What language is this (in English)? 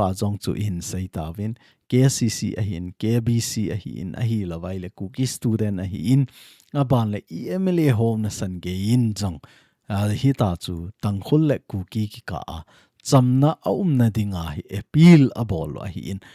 Thado Chin